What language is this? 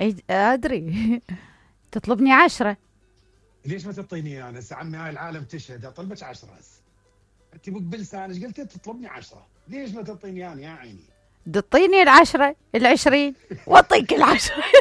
Mesopotamian Arabic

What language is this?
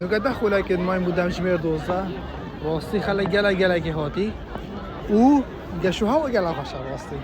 Kurdish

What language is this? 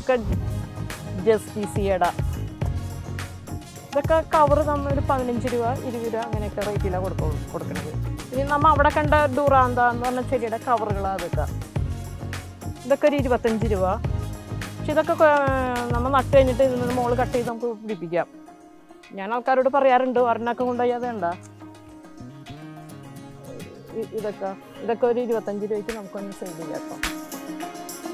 Malayalam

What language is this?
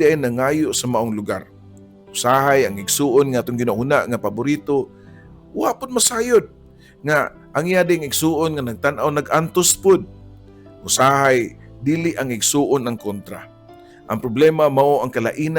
Cebuano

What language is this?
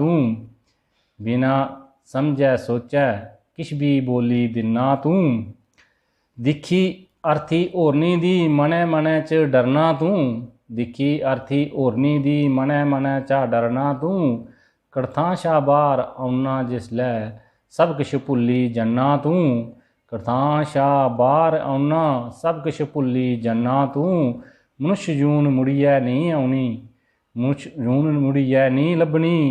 Dogri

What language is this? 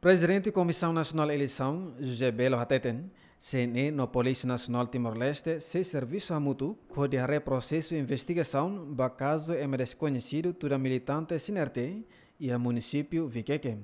Tetum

